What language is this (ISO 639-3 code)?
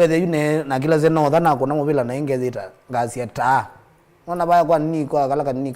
kam